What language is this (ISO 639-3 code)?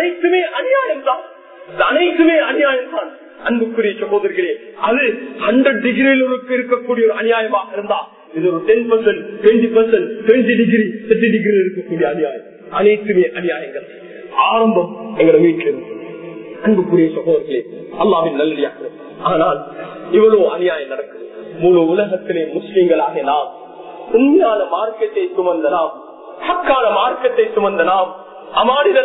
tam